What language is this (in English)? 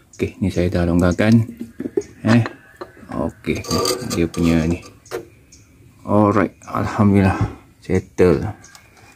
Malay